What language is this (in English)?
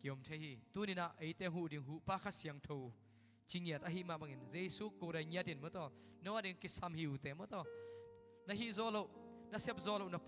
Tedim Chin